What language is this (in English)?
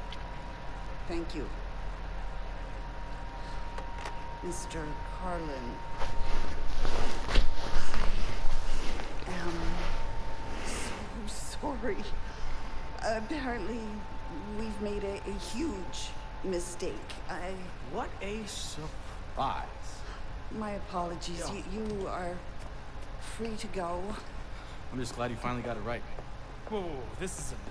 English